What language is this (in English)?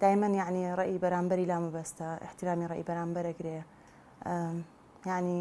Central Kurdish